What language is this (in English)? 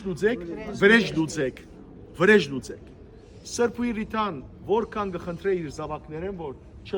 Western Armenian